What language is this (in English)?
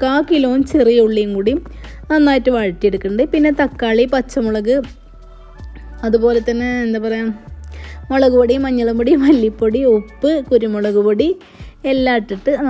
Malayalam